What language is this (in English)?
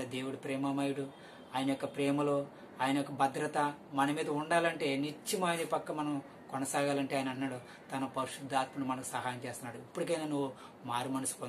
Telugu